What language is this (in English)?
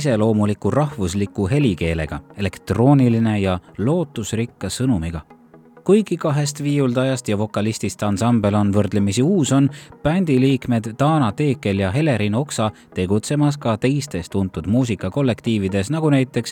Estonian